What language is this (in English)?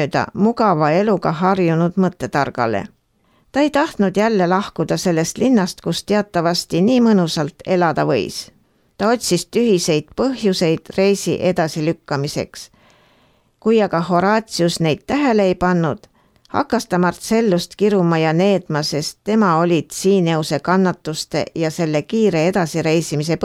Estonian